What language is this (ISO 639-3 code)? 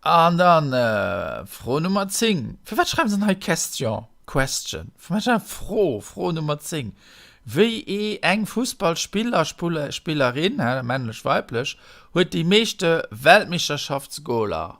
ltz